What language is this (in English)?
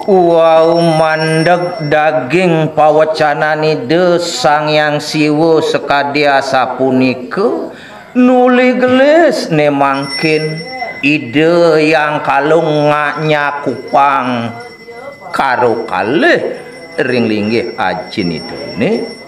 Balinese